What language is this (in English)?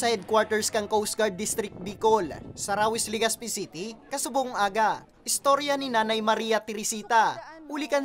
Bikol